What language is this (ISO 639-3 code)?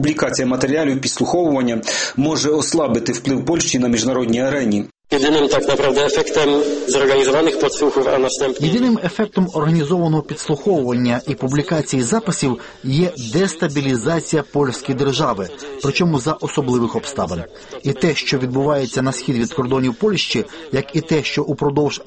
ukr